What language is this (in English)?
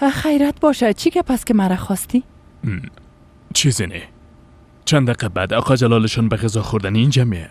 Persian